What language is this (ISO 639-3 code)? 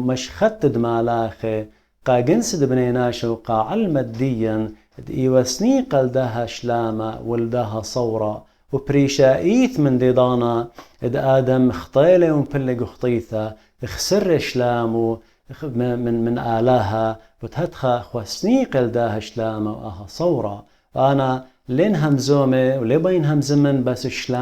aii